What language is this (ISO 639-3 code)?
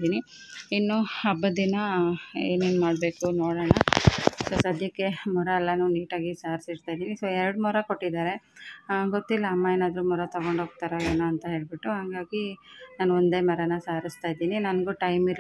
kan